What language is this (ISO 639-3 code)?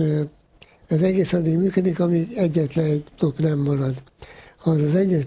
hun